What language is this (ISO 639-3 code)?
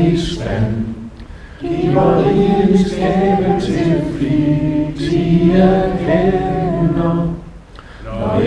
dan